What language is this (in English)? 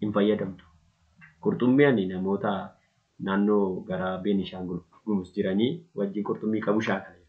Oromo